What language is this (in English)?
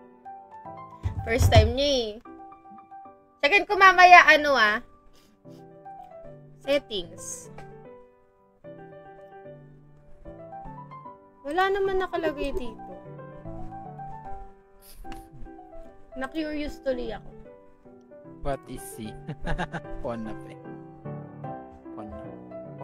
Filipino